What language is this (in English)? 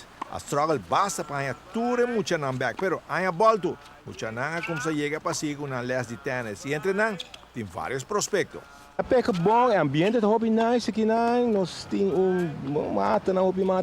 Papiamento